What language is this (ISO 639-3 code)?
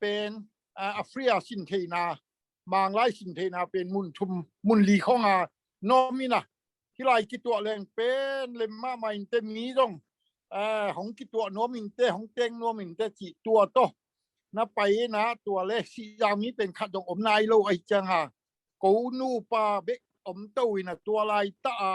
ctd